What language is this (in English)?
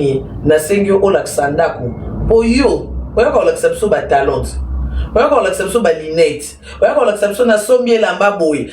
Lingala